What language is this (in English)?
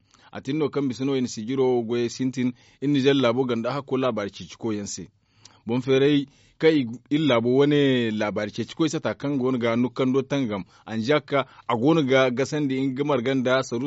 Zarma